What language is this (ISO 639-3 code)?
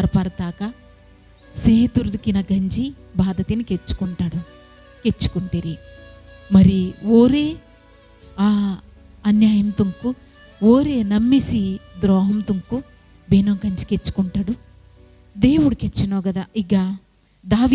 kff